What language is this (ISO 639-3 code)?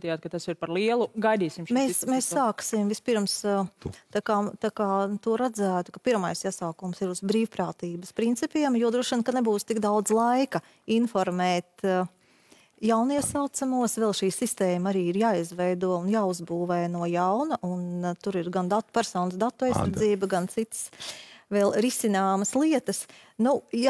lav